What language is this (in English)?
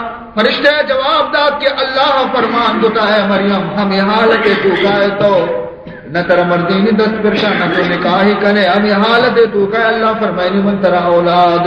Baluchi